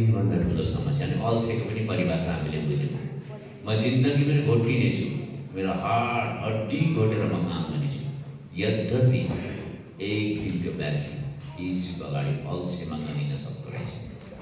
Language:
Nepali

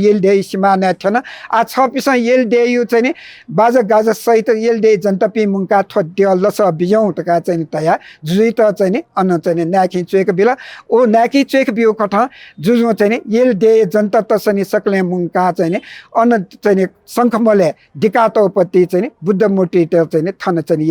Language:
Newari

